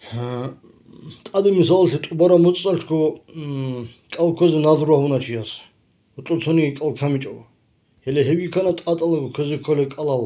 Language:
Avaric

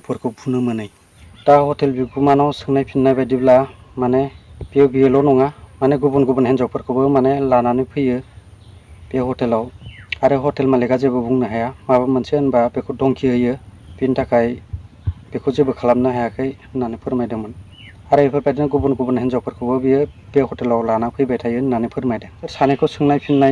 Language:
Bodo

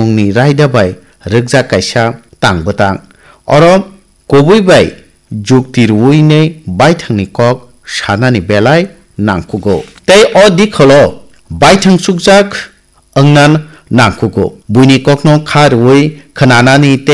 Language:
Kok Borok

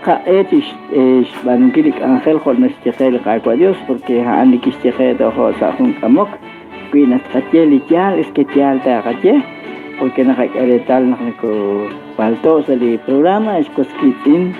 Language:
Kekchí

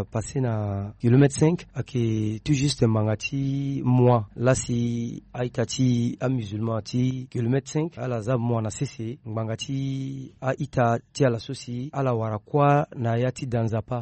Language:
Sango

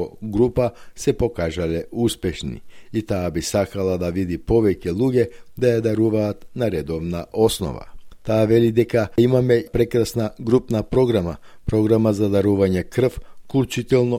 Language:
Macedonian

